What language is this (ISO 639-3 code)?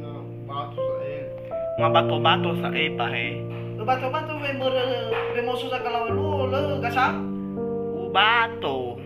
nia